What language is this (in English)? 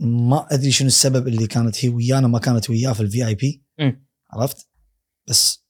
Gulf Arabic